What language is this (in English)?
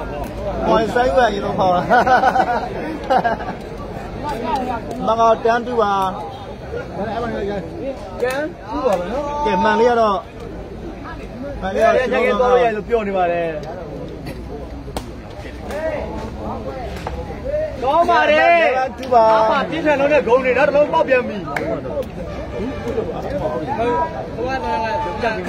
Burmese